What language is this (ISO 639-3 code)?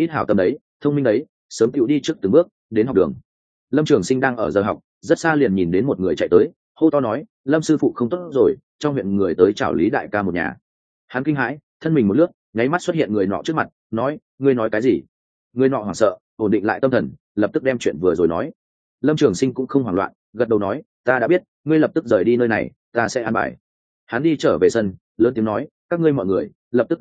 vie